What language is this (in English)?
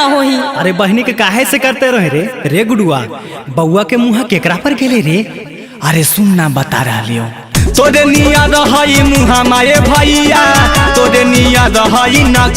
Magahi